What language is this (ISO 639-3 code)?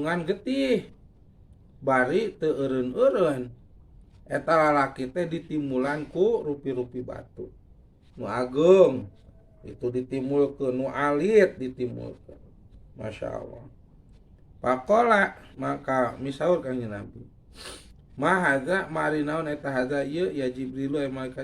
sun